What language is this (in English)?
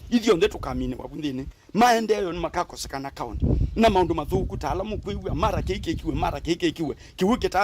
Kamba